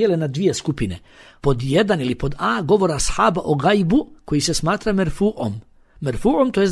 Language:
Bosnian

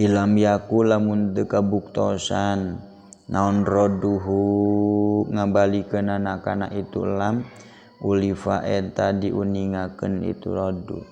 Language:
Sundanese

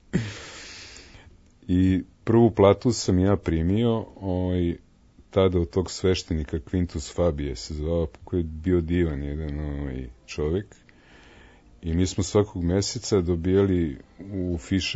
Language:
Serbian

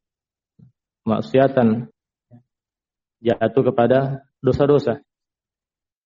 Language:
Indonesian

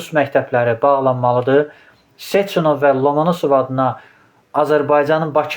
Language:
Azerbaijani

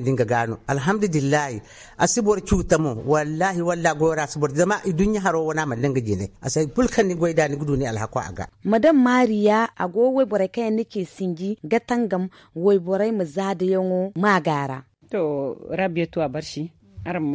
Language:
Zarma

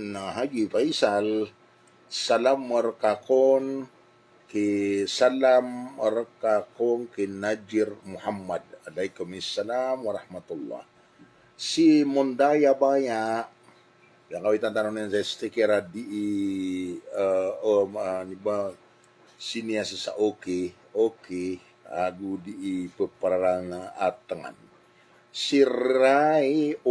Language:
Maranao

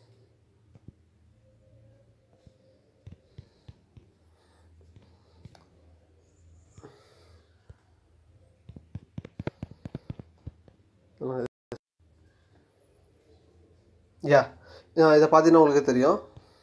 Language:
Tamil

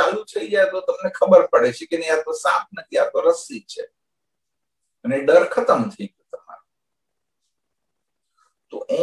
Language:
Gujarati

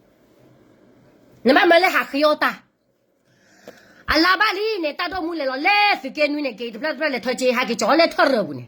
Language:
S'gaw Karen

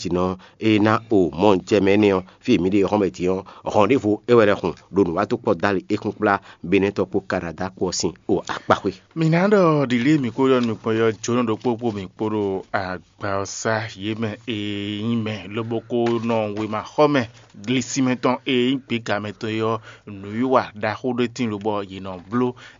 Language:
Fon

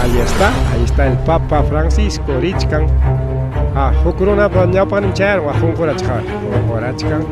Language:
Ayacucho Quechua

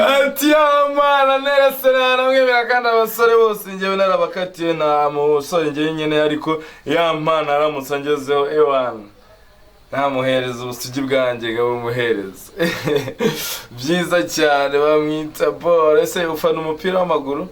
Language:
Kinyarwanda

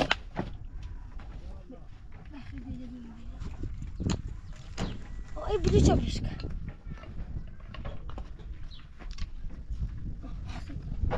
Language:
Persian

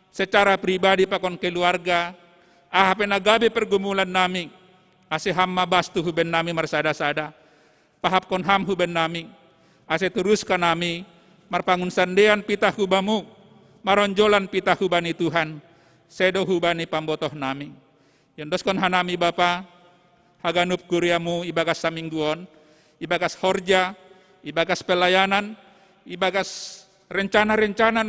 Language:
Batak Simalungun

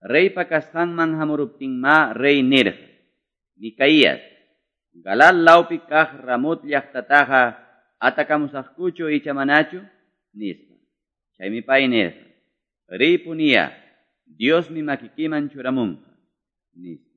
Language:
Quechua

